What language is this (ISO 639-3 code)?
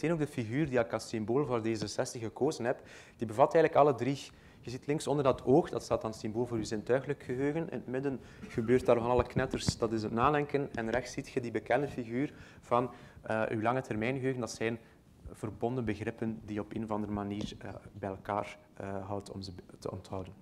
nld